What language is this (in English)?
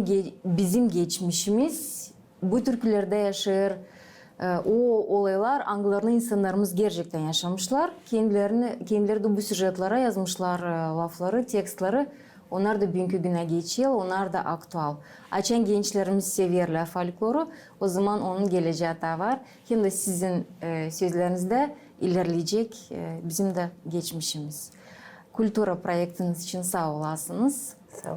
Gagauz